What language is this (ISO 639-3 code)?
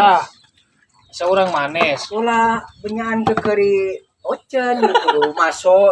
mad